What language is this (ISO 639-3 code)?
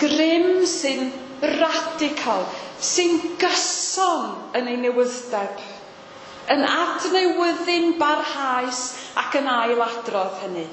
cym